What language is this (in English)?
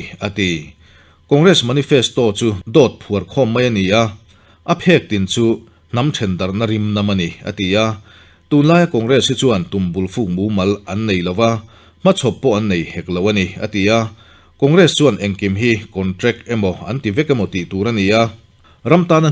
Mizo